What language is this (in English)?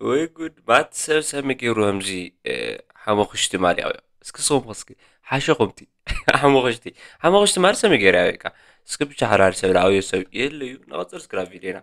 Tigrinya